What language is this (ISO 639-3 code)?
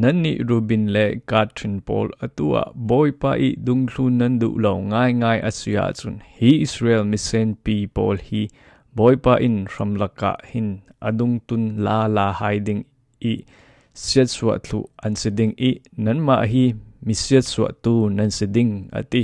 cfm